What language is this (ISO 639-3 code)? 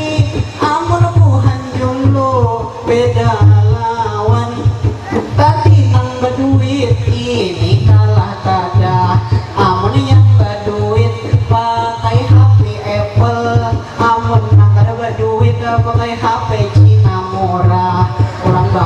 bjn